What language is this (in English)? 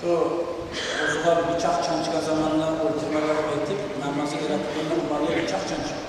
Kumyk